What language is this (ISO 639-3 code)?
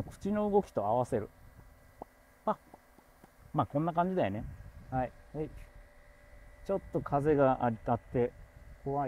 jpn